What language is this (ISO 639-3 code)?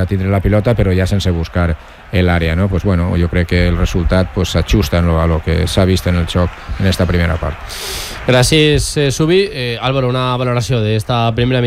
cat